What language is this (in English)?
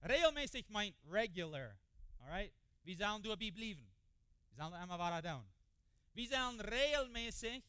Plautdietsch